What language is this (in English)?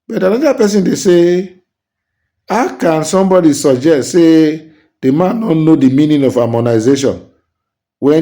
Nigerian Pidgin